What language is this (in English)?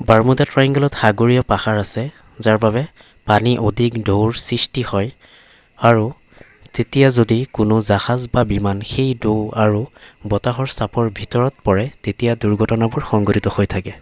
Assamese